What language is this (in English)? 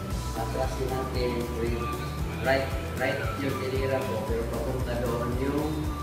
Filipino